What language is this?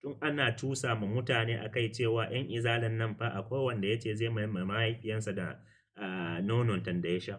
Hausa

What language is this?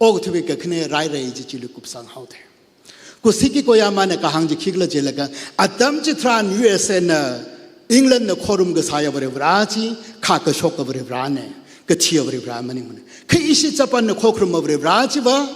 Tangkhul Naga (India)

